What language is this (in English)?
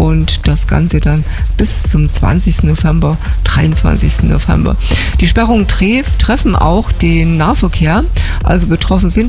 German